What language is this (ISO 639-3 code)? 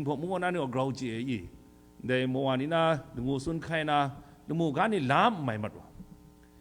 kac